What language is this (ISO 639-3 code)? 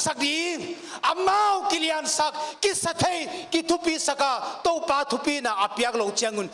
pck